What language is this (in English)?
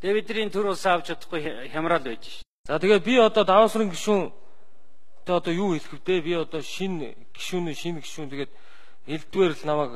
Mongolian